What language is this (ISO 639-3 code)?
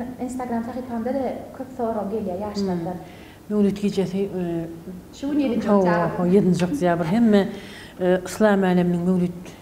tuk